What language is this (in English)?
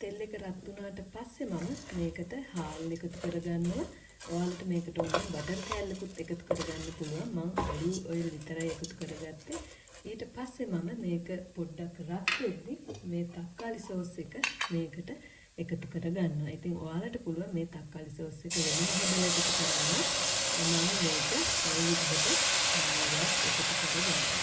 Sinhala